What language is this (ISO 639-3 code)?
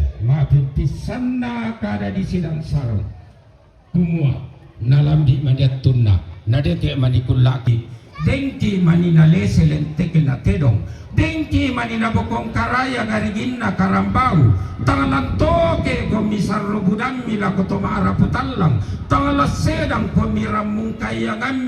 sda